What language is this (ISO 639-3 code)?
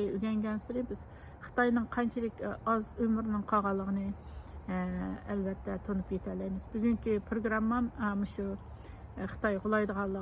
uig